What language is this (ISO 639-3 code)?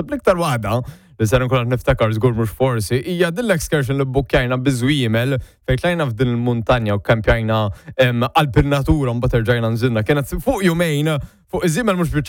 mlt